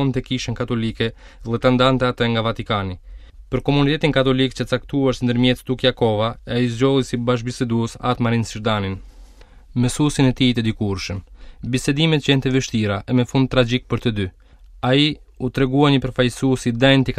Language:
Albanian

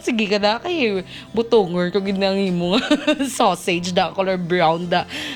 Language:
Hiligaynon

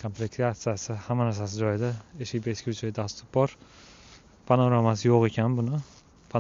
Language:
Uzbek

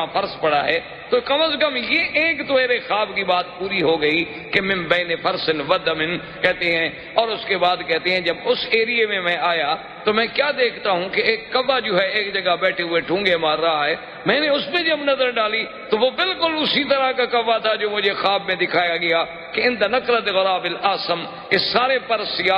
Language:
Urdu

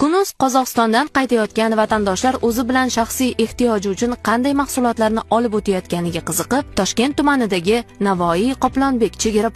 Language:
Uzbek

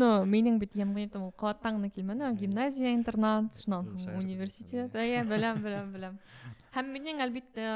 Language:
Bashkir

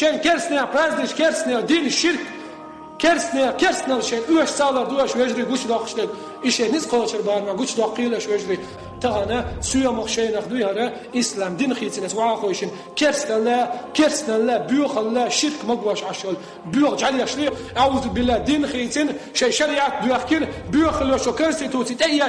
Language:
Chechen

